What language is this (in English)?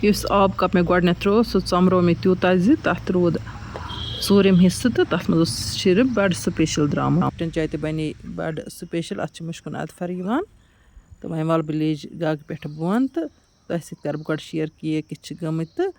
Kashmiri